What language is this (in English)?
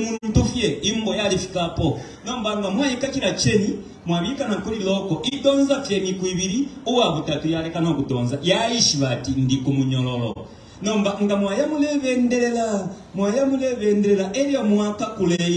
Bemba